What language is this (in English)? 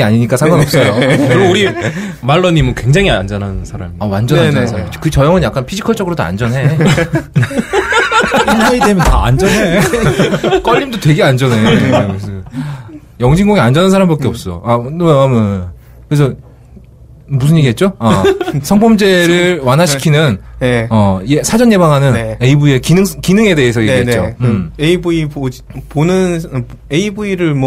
Korean